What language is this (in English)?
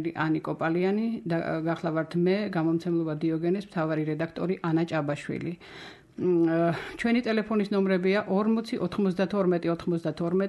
Georgian